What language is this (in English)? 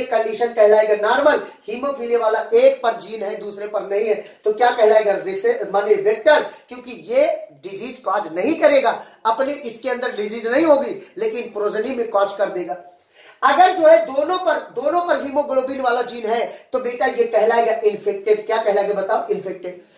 Hindi